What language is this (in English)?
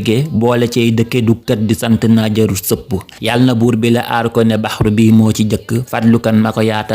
Wolof